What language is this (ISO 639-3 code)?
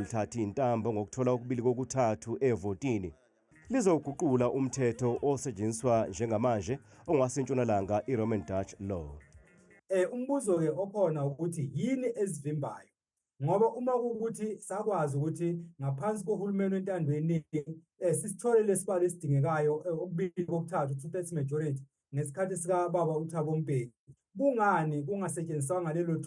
zul